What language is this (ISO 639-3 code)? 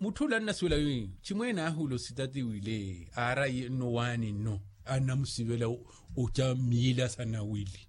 vmw